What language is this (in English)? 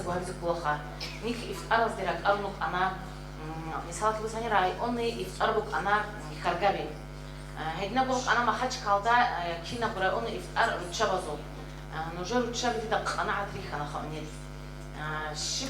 Avaric